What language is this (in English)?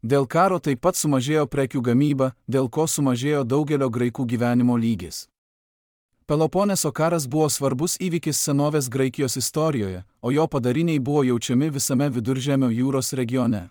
Lithuanian